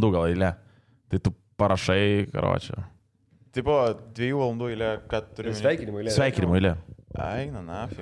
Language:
Lithuanian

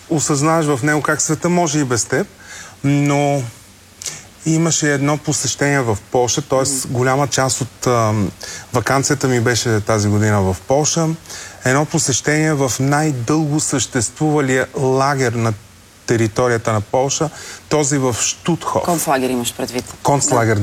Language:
Bulgarian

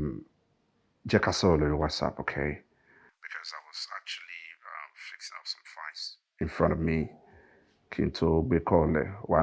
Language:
Yoruba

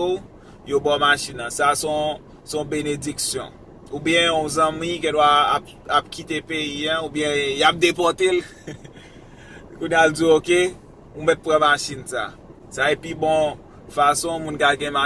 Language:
Haitian Creole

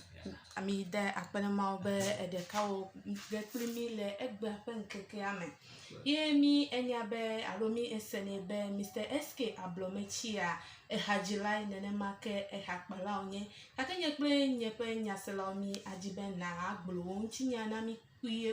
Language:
Ewe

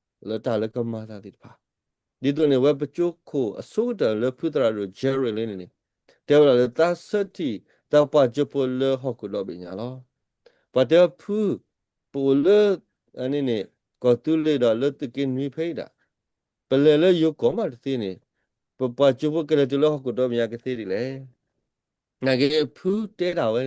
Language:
S'gaw Karen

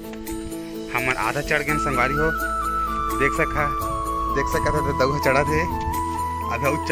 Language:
Chhattisgarhi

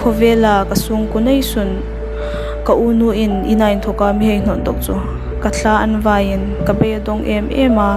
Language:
Hmar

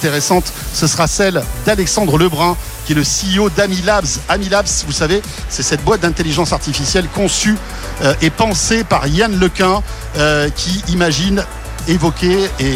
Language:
French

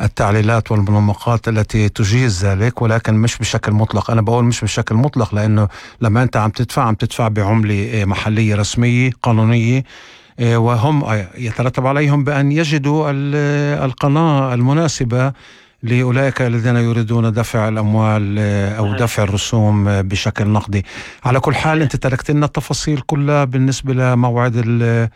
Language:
North Levantine Arabic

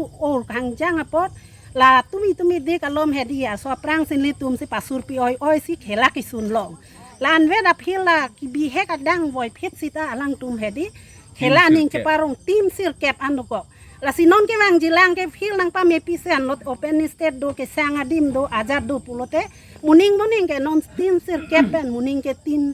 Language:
Karbi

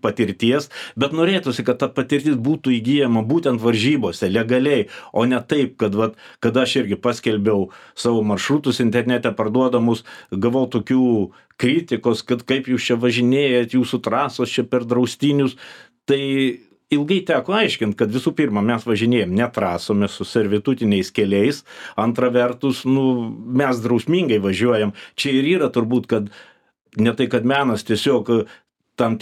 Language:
Lithuanian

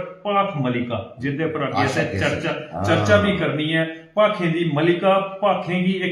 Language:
Dogri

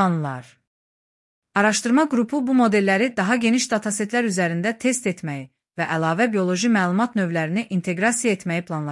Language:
Azerbaijani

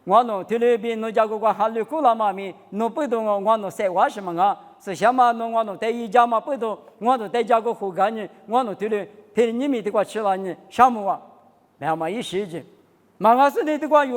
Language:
Lisu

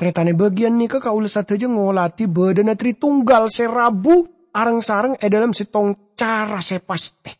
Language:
Madurese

